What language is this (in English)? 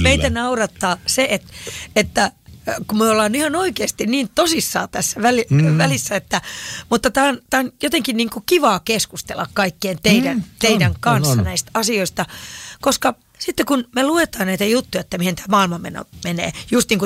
Finnish